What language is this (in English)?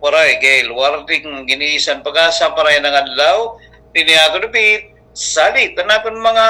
Waray